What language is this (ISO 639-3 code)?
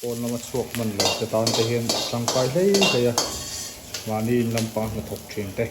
lus